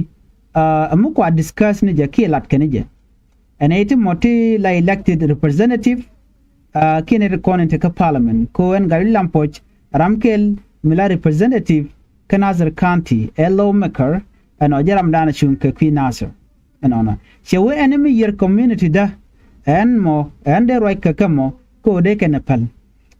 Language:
Nuer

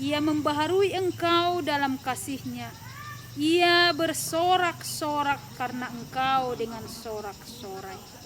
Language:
Batak Simalungun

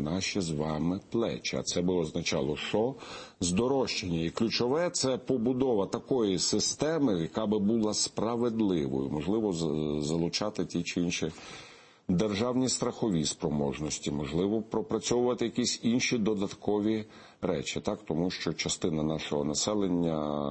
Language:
Ukrainian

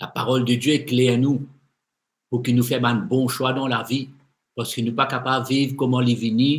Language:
Morisyen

